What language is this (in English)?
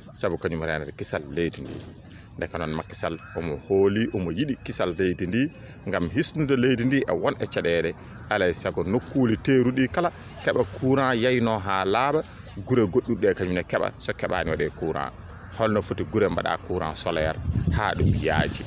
Fula